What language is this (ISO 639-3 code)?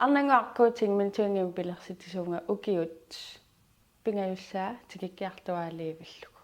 kal